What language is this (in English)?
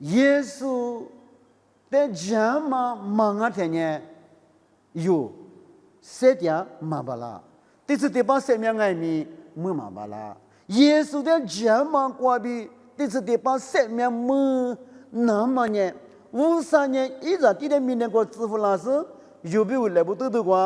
Lisu